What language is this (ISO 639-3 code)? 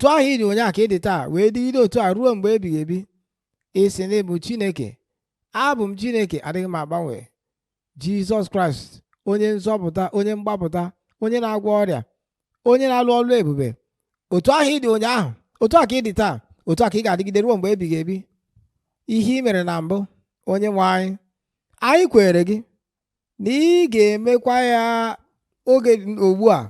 ibo